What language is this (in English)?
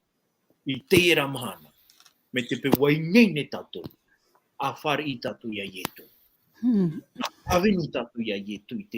Tahitian